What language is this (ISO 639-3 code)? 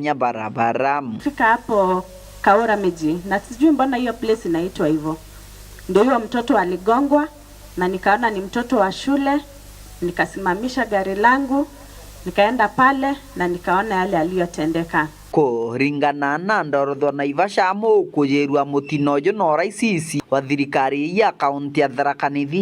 mer